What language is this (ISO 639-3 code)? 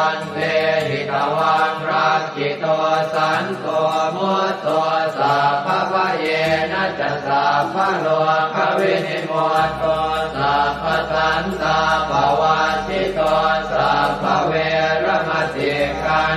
pli